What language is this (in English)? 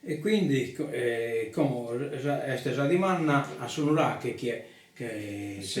Sardinian